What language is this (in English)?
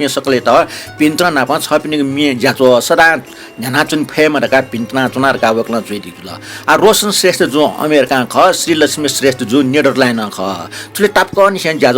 Newari